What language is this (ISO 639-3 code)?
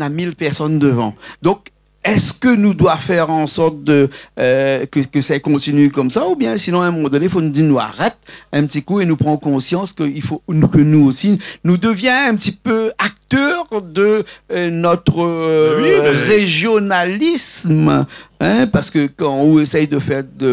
rcf